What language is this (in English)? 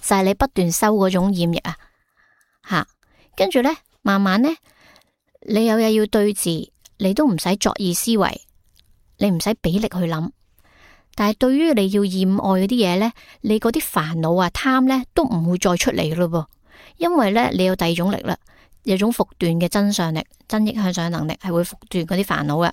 Cantonese